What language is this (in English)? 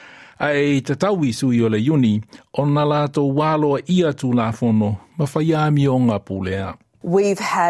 Samoan